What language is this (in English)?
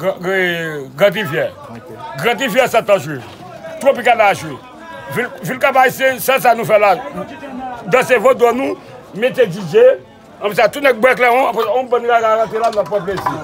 Haitian Creole